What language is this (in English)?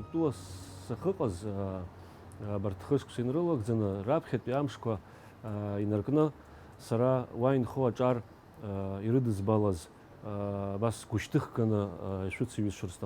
Abkhazian